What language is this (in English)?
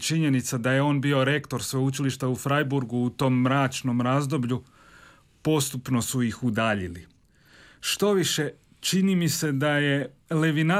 Croatian